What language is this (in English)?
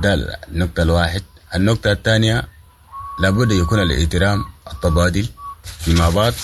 Sudanese Arabic